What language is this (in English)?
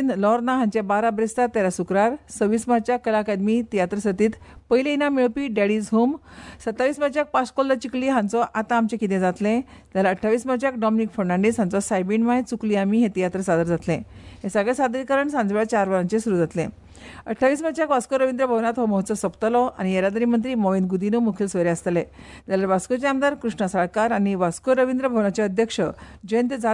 Konkani